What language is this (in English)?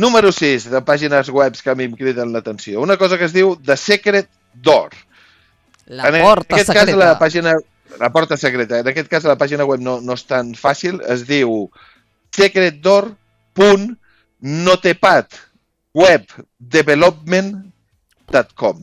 Catalan